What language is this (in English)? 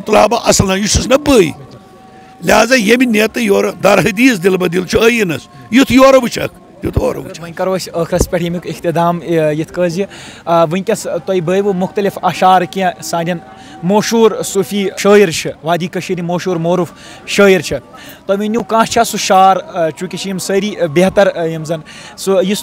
Kashmiri